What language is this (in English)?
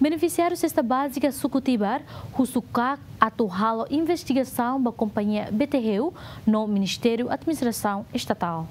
Tetum